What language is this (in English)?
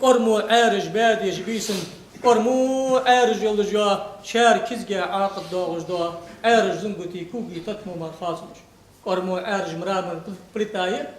Ingush